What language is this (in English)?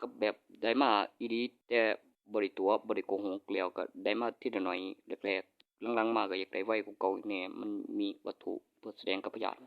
Northeastern Thai